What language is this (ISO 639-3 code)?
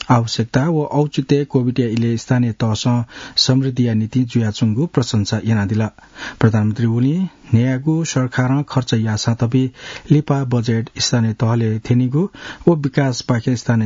new